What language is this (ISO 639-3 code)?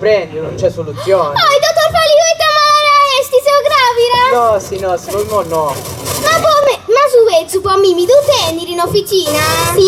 srd